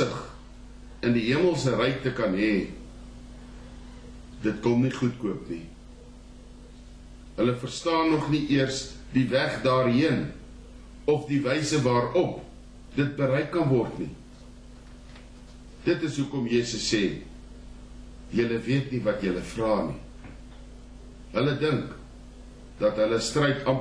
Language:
Afrikaans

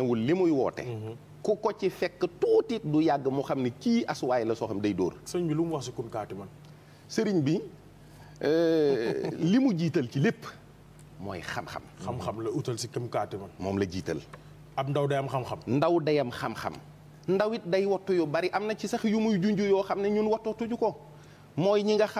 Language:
Wolof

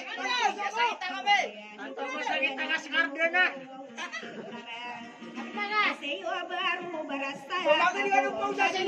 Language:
Maranao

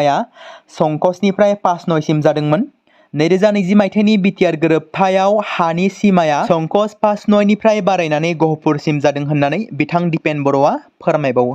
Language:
Bodo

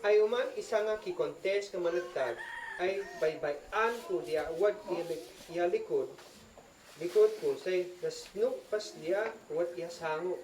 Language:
Isnag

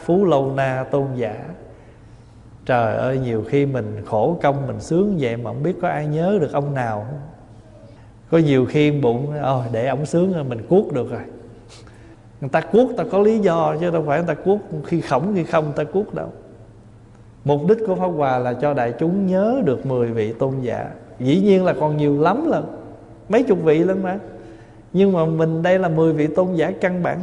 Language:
Vietnamese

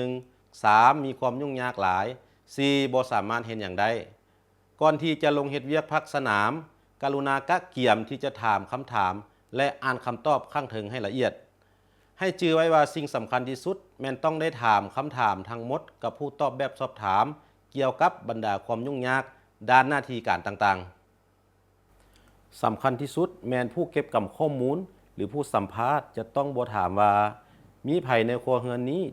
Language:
Lao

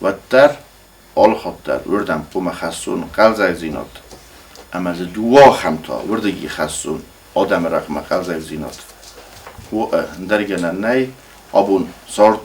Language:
Ossetic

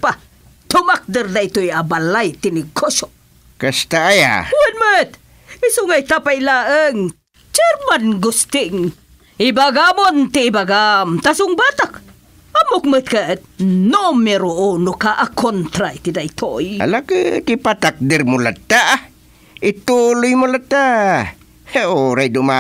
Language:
Iloko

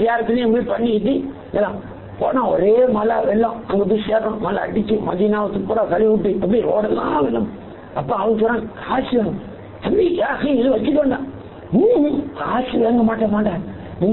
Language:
Tamil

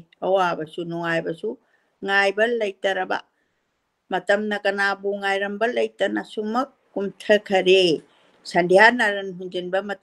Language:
Manipuri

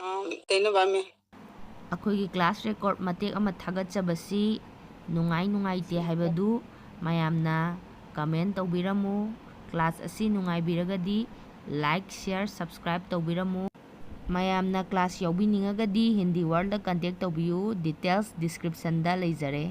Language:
Manipuri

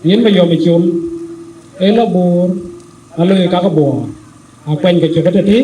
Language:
Dinka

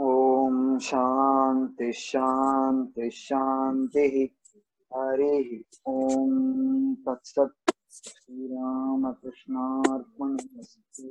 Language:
Sanskrit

